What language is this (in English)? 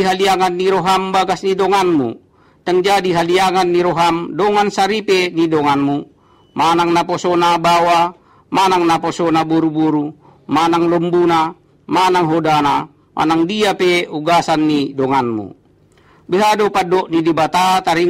Batak Toba